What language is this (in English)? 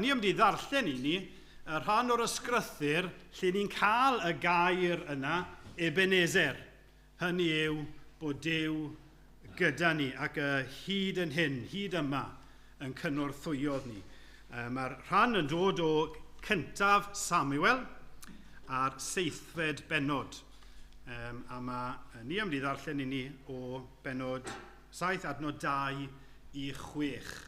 Welsh